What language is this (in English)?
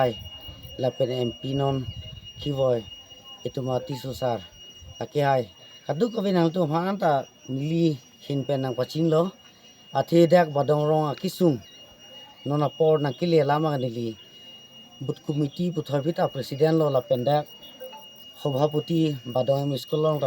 Karbi